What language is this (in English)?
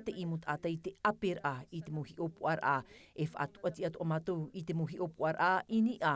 Tahitian